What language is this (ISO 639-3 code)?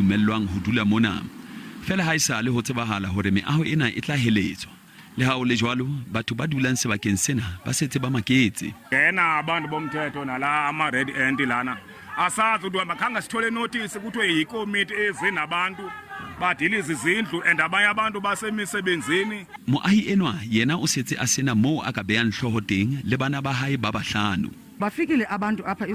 sot